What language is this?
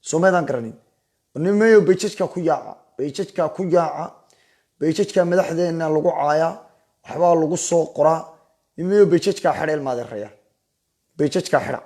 Somali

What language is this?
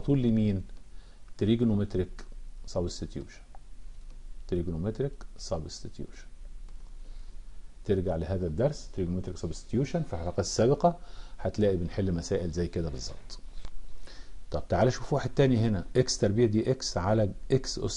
Egyptian Arabic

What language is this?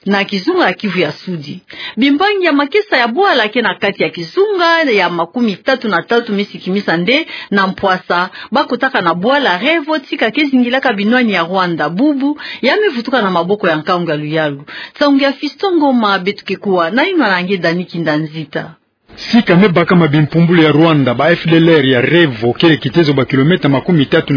Kituba (Democratic Republic of Congo)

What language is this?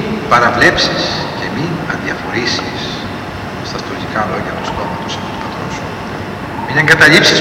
Greek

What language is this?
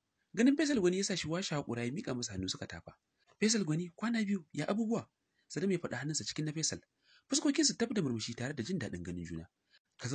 Hausa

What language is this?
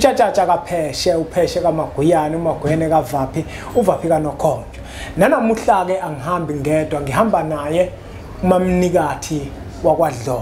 Zulu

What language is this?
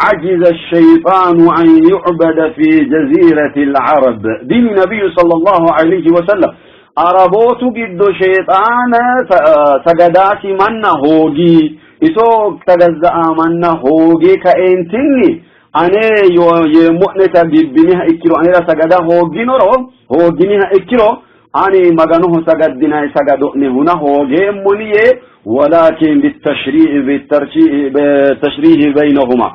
Sidamo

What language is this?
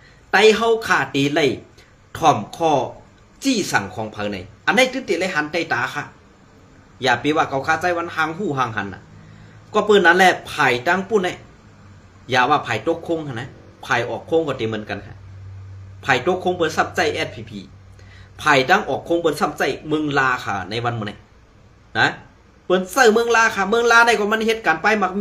Shan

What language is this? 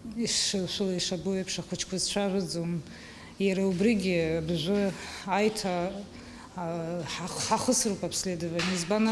Abkhazian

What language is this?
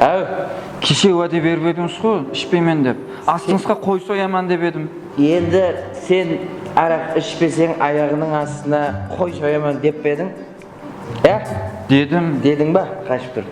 Kara-Kalpak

